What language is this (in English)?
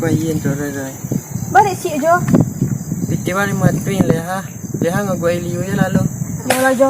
Minangkabau